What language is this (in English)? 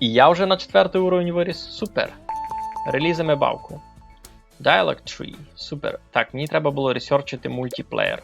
Rusyn